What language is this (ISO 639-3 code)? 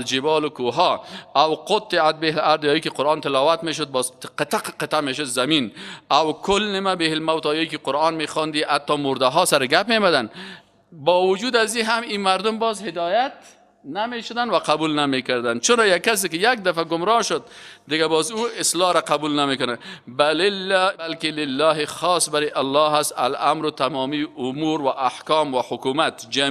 fas